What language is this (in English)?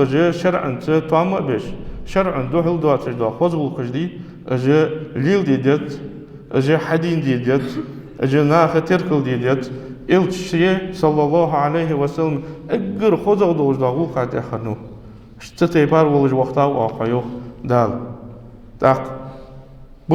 Ingush